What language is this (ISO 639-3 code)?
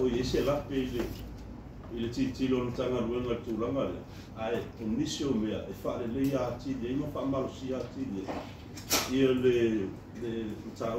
smo